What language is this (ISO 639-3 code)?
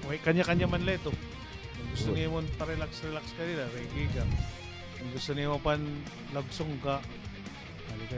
war